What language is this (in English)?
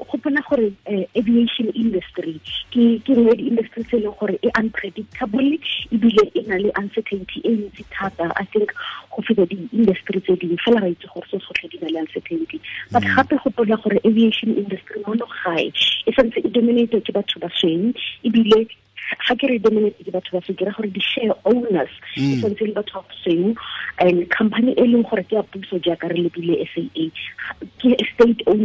Tswana